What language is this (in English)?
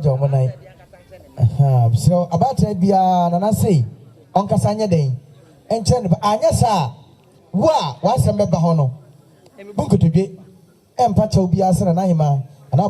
Akan